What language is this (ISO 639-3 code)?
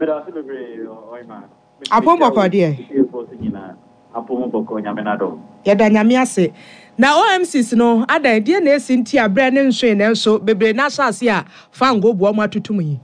aka